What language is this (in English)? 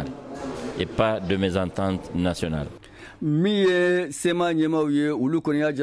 Bambara